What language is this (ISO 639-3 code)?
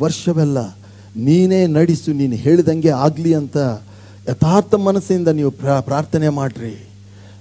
kan